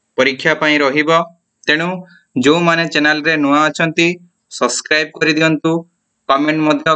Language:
Odia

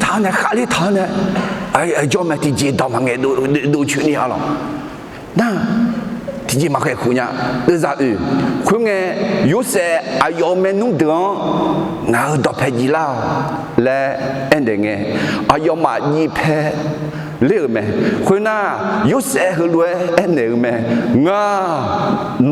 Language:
Akha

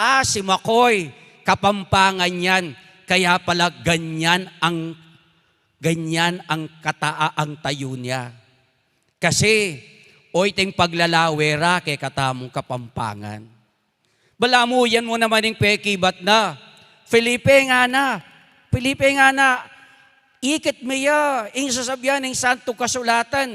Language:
Pampanga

